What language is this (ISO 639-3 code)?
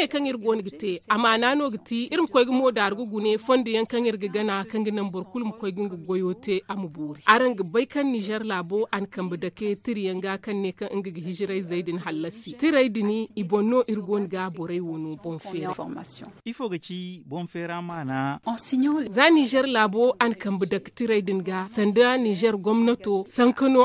dje